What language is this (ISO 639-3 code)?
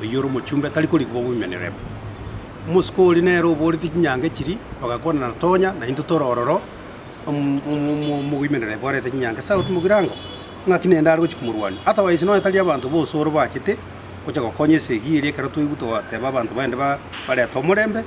guz